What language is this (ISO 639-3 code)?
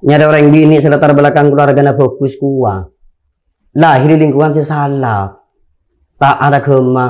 mad